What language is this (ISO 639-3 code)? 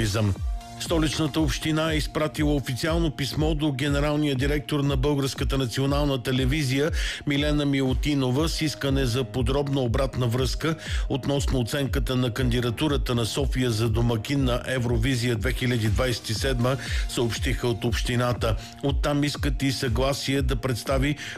bul